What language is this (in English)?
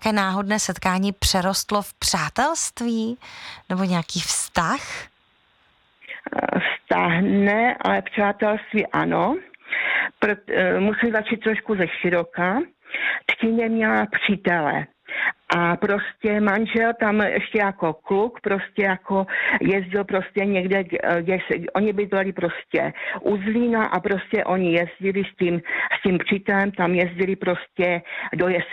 Czech